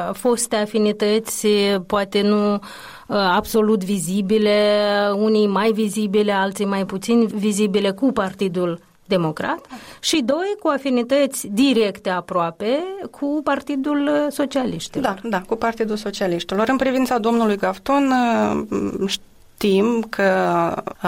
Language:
Romanian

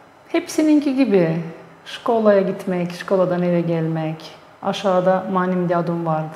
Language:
Gagauz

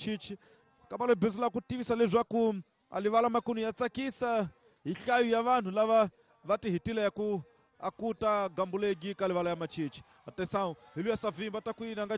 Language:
Tsonga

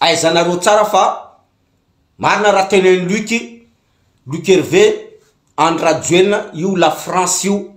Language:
Malagasy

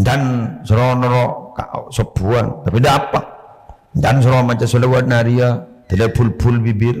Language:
Madurese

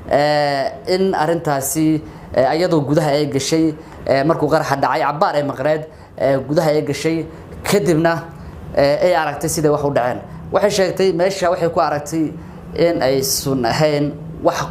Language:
Somali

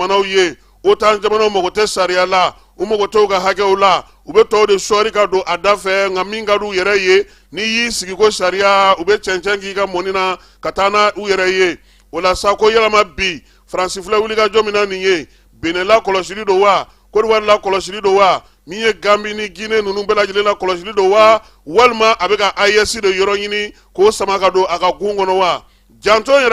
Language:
Bambara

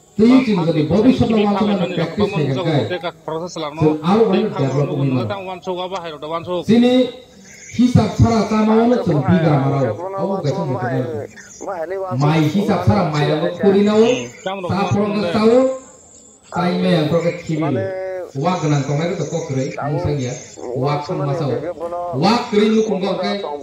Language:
Kok Borok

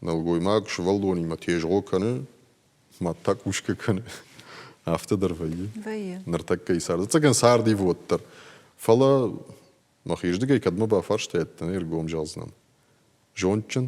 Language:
Ossetic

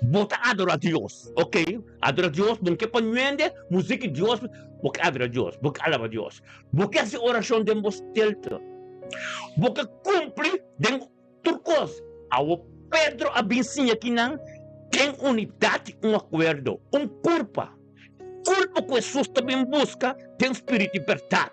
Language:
Papiamento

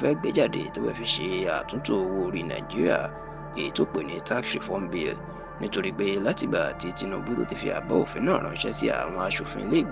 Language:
Yoruba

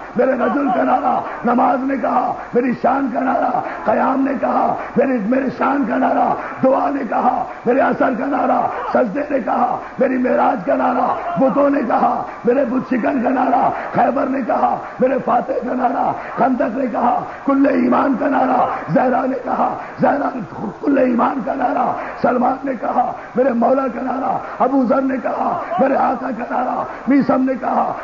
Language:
Urdu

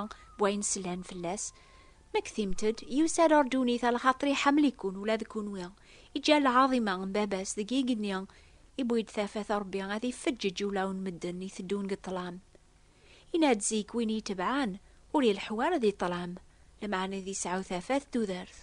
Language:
Kabyle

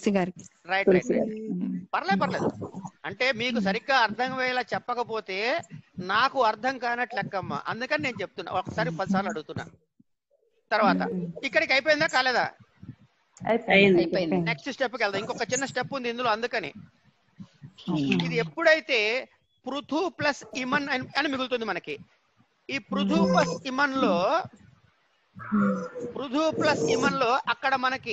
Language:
Telugu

